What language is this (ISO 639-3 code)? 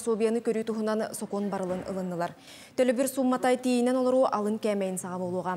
sah